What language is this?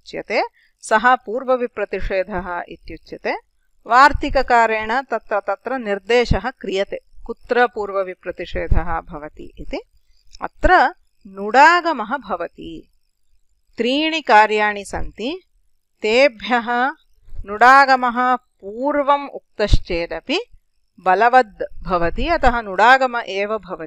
Sanskrit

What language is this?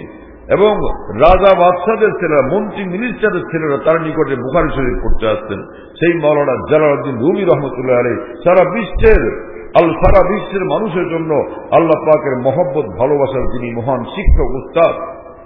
Bangla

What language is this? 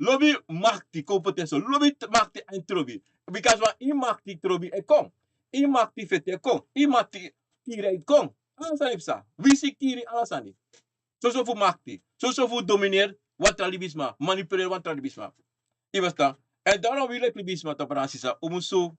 Sranan Tongo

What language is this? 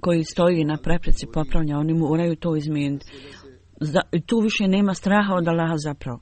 Bosnian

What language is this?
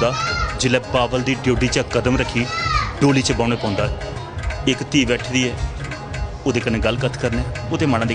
Dogri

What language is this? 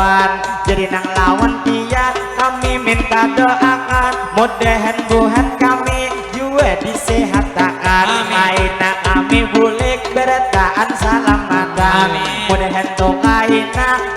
Banjar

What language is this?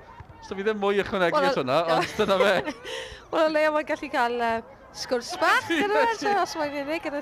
Welsh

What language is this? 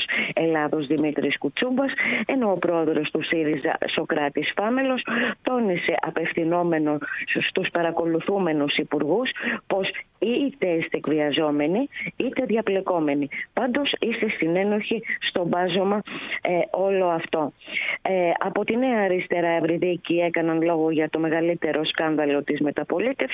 Greek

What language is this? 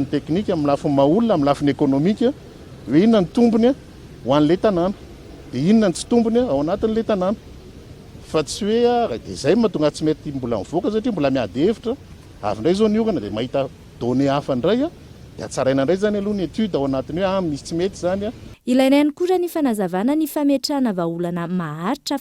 Malagasy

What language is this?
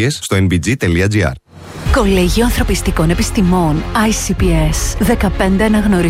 Greek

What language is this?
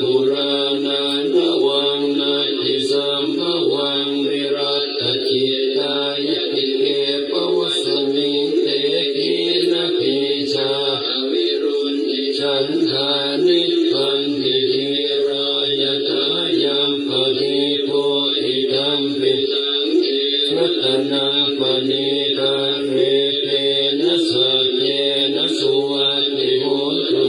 Pali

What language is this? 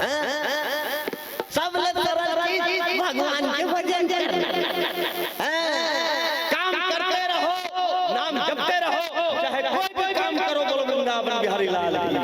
Chhattisgarhi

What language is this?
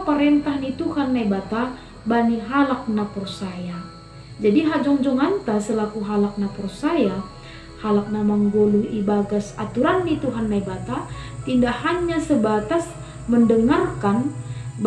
Batak Simalungun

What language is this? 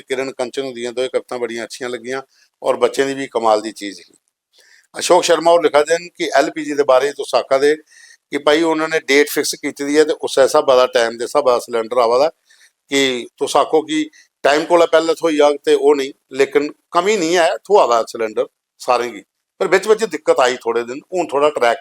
Dogri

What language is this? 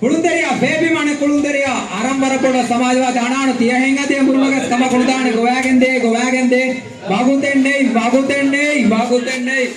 Divehi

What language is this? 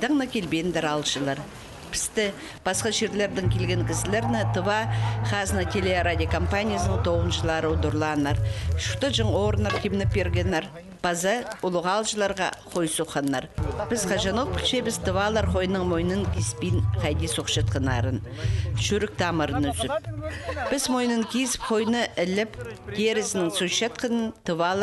Khakas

